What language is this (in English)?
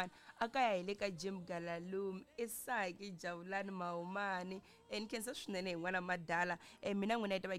Tsonga